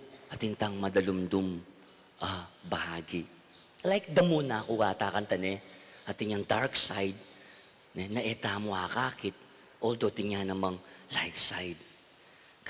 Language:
Pampanga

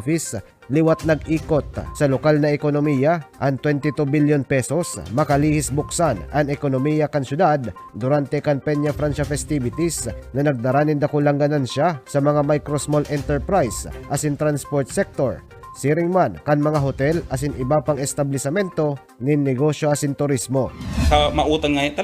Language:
Bikol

